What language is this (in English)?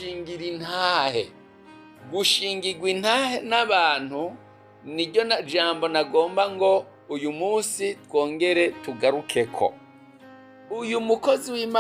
Rundi